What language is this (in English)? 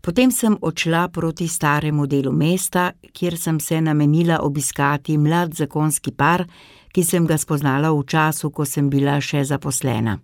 Slovenian